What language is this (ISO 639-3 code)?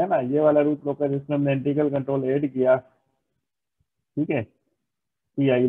hin